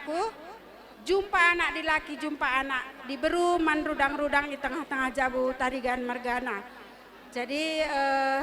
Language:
Batak Karo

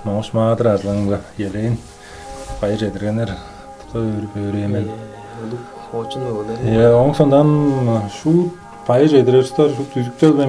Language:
Tuvinian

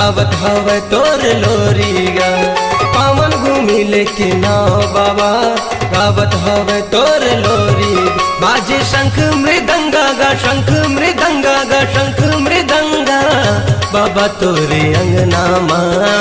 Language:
Chhattisgarhi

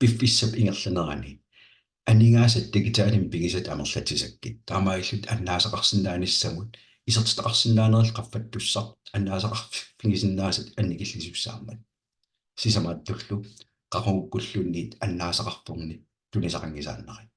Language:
Kalaallisut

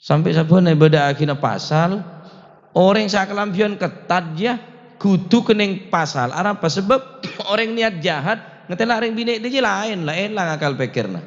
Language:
Madurese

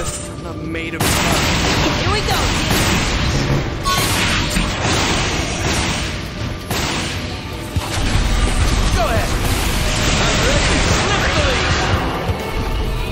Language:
English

